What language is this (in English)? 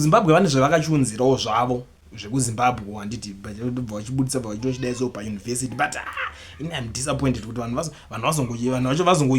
Shona